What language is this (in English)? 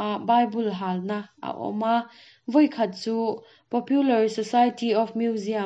Mizo